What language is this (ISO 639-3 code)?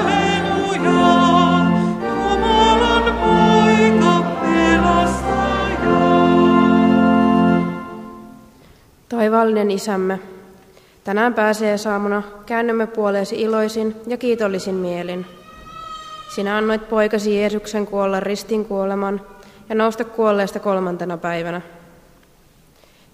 fin